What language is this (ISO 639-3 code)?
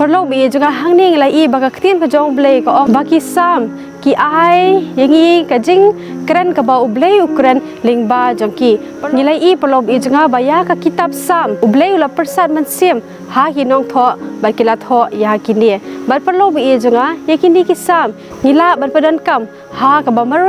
kha